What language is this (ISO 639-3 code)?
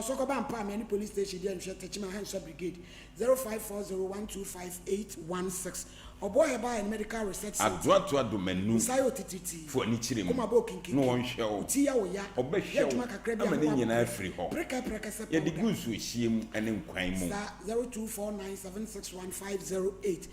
aka